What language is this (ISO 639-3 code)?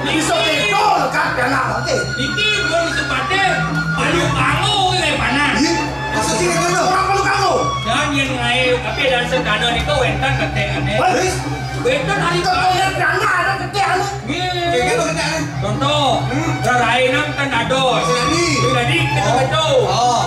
ban